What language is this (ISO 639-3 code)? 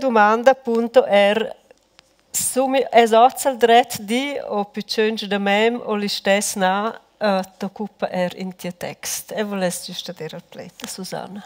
roh